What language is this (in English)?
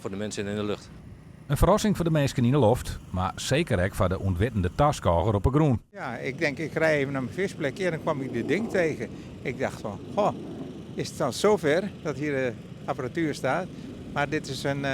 Western Frisian